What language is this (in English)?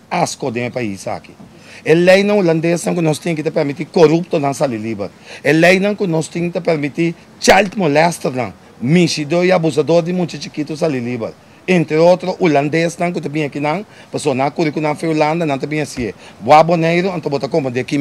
Papiamento